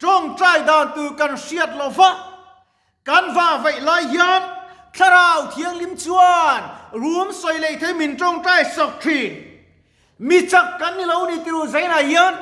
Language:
Mizo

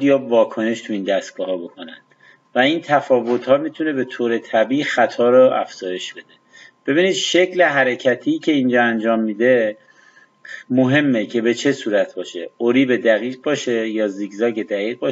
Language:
Persian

